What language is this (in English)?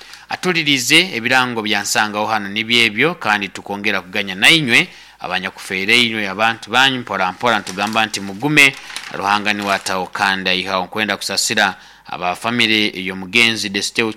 Nyankole